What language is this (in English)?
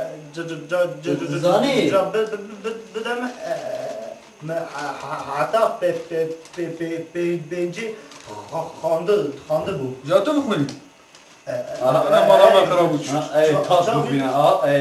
Kurdish